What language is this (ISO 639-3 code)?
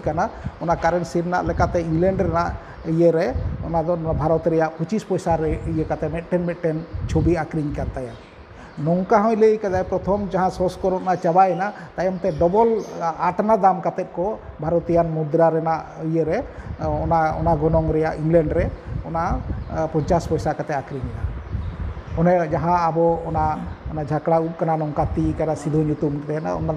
sat